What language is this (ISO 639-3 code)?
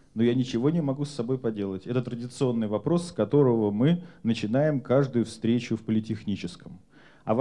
rus